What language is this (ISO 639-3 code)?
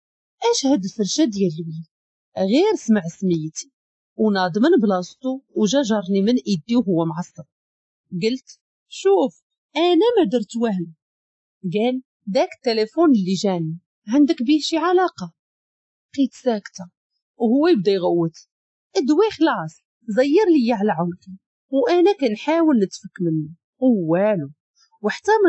ary